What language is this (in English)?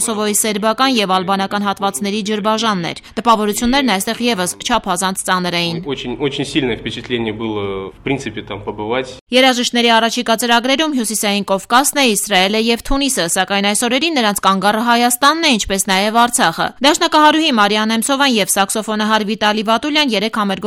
Armenian